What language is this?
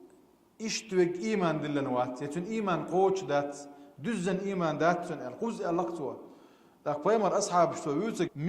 Chechen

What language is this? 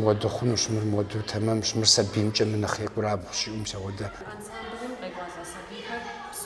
Kabardian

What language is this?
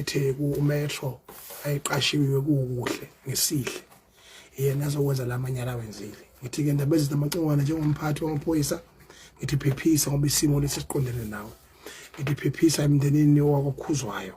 Zulu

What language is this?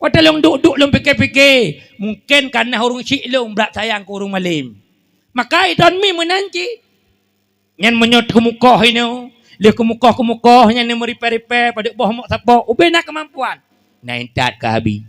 Achinese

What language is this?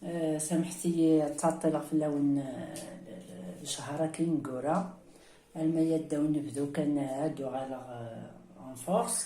Kabyle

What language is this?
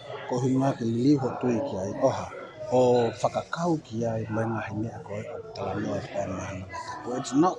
Tongan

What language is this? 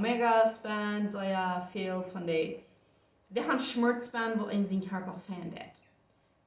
Plautdietsch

